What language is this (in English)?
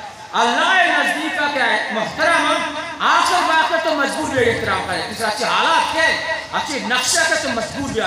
Eastern Balochi